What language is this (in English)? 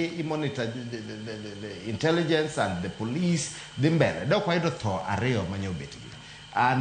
Luo (Kenya and Tanzania)